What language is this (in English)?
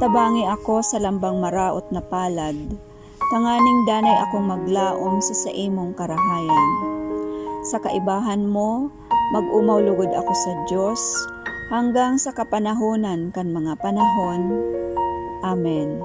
Bikol